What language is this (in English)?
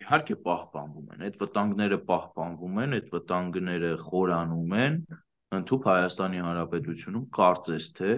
Armenian